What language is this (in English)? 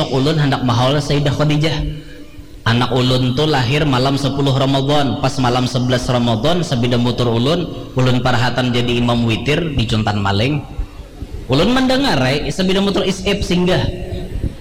Banjar